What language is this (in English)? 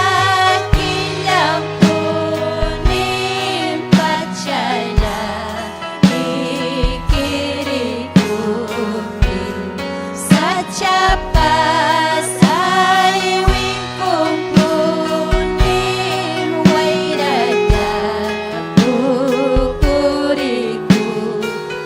Ayacucho Quechua